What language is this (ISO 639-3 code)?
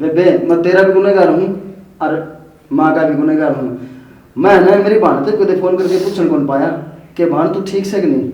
bgc